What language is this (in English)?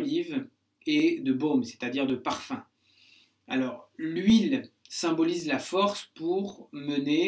French